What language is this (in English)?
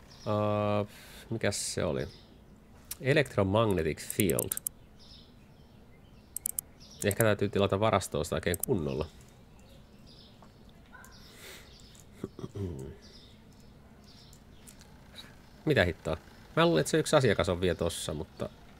Finnish